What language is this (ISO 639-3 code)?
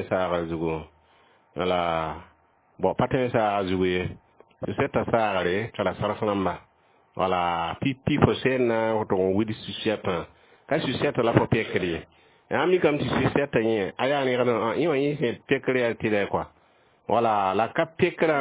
mos